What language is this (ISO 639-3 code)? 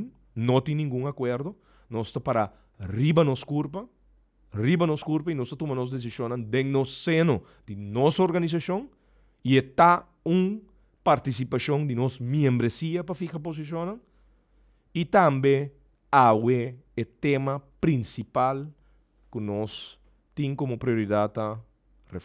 pap